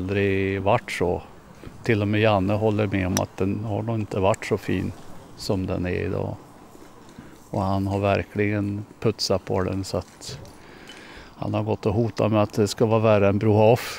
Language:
Swedish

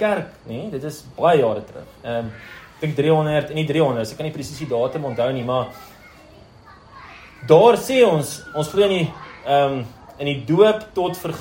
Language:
Afrikaans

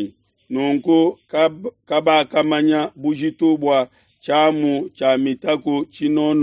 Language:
Luba-Lulua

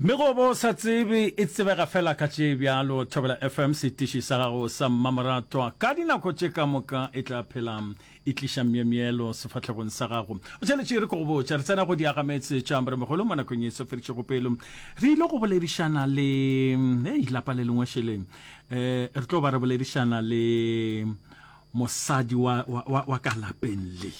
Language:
Northern Sotho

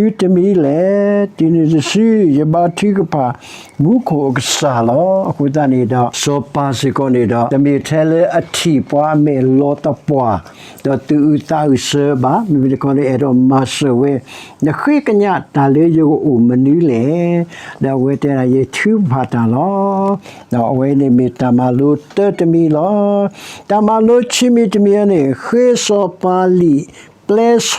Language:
S'gaw Karen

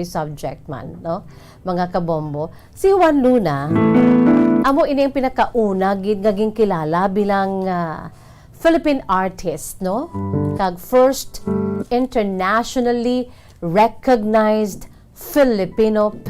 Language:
Hiligaynon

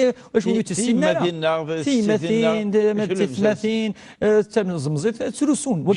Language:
Kabyle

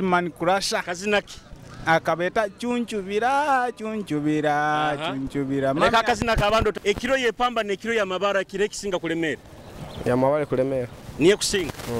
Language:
Nyoro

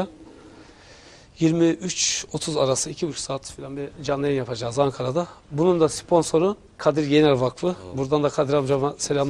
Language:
Turkish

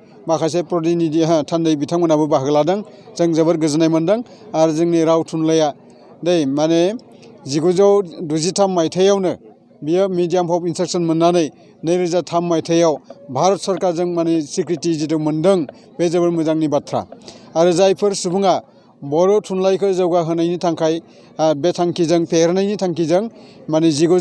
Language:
Bodo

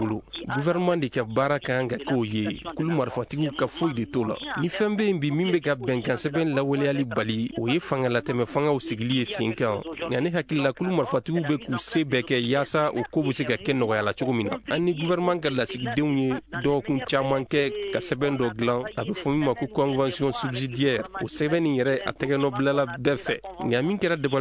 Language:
Bambara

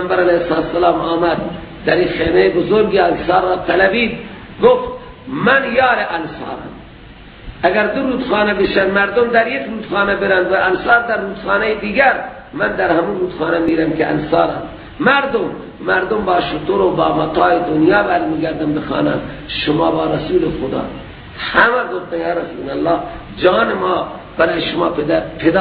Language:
Persian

